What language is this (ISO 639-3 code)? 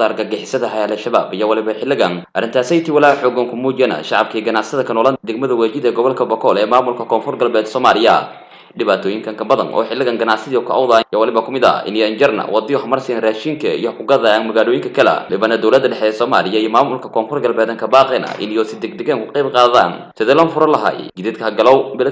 som